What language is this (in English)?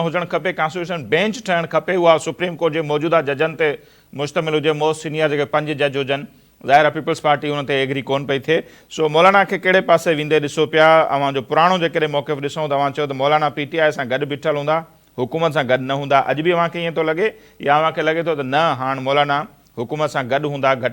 Sindhi